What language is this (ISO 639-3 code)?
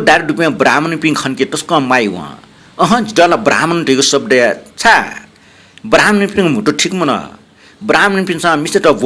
new